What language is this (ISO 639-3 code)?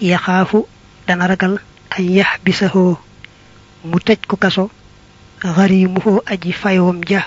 wol